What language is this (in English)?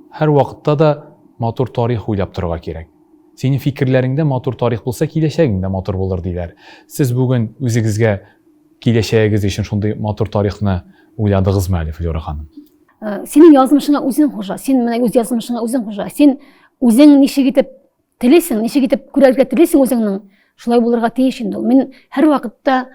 Tatar